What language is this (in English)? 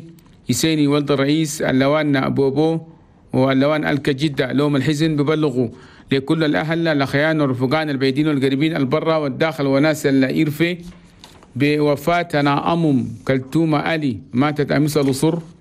Chadian Arabic